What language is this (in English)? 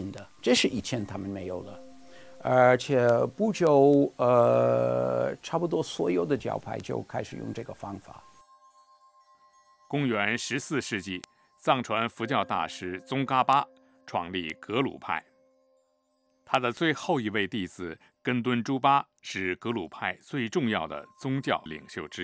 Chinese